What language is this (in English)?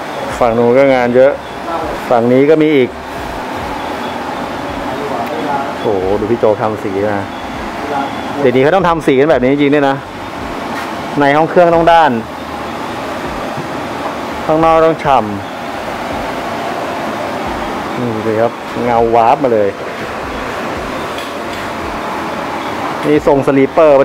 Thai